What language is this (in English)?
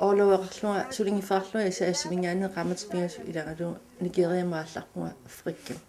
Kalaallisut